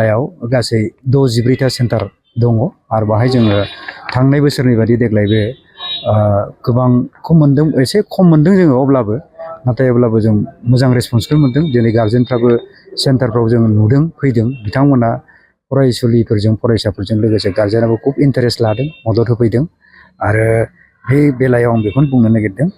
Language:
Bodo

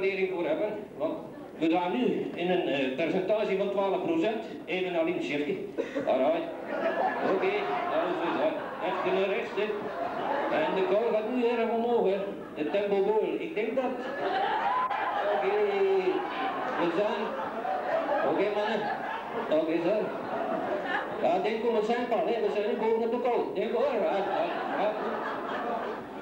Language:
Dutch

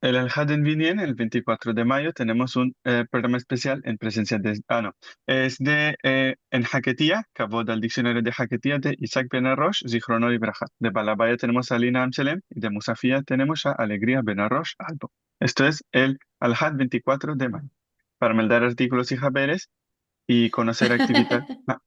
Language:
Ladino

